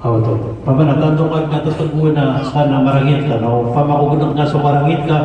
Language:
Maranao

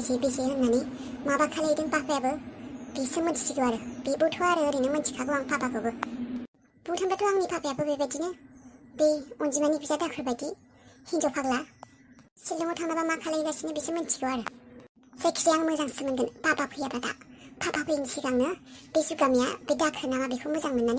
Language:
Bodo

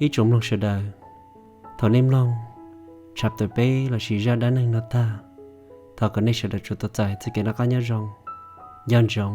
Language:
Hmong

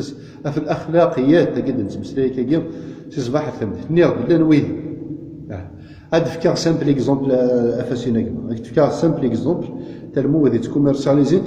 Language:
Kabyle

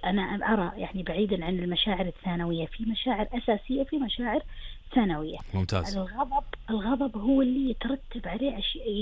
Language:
Gulf Arabic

